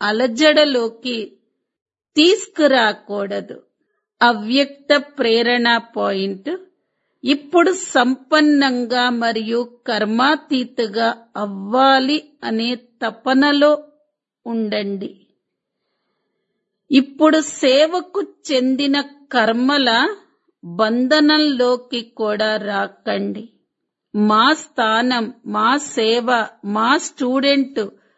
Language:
Telugu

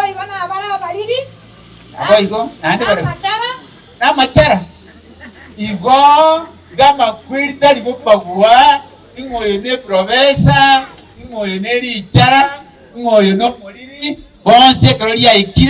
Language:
Gusii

